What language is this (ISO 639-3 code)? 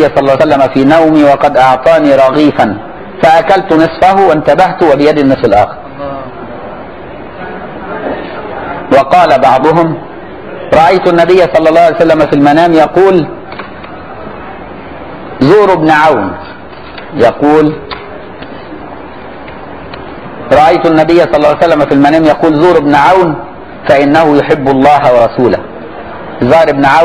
ara